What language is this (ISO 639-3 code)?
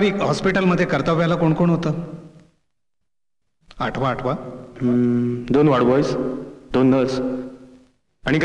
mar